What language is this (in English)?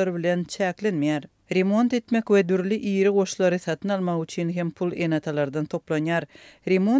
Turkmen